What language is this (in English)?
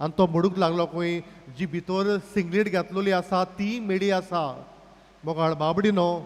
Konkani